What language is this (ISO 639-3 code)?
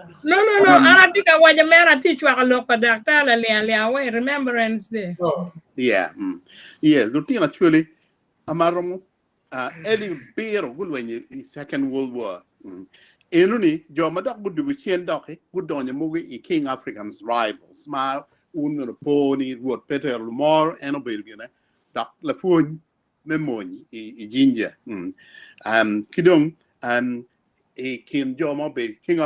ach